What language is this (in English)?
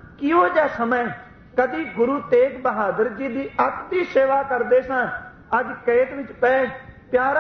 Punjabi